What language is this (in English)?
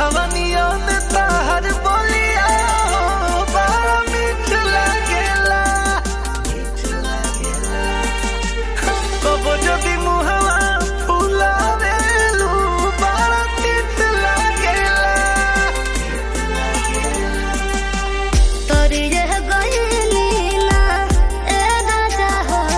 Bhojpuri